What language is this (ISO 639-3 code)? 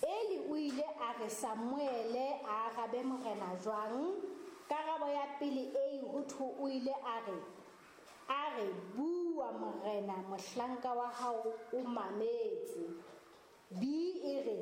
sot